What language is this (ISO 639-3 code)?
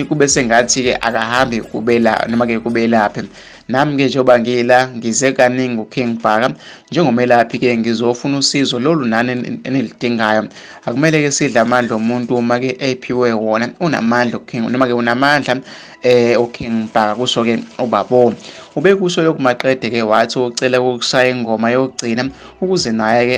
zul